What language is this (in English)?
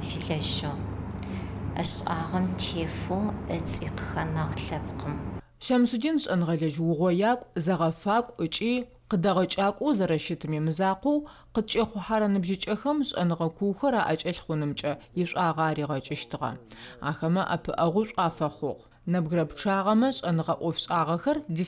Adyghe